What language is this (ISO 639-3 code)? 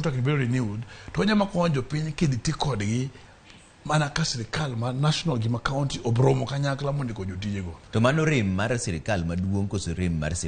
luo